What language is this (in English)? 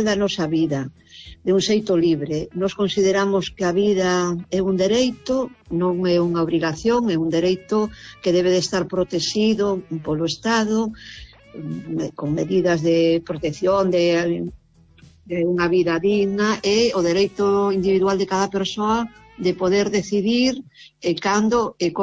Galician